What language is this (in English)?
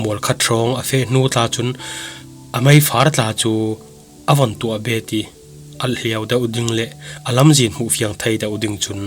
Falam Chin